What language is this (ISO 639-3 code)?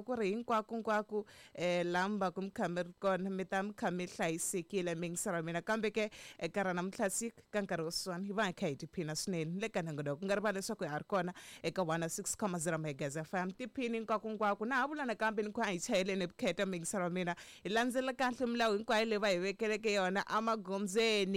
tso